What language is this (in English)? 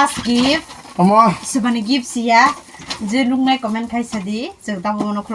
Kok Borok